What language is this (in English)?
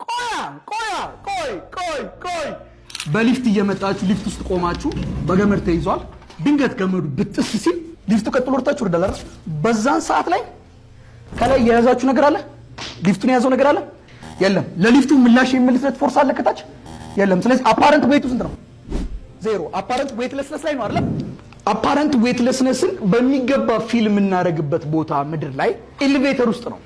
Amharic